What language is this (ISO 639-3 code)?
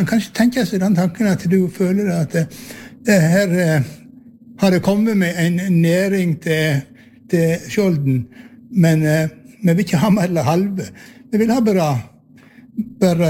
nor